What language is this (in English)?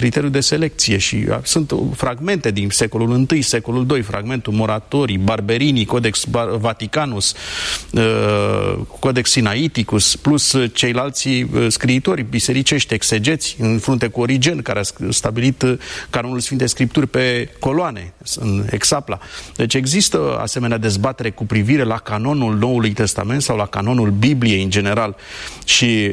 Romanian